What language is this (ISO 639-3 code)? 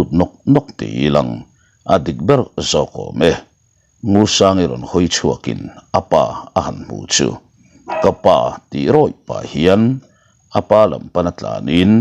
lus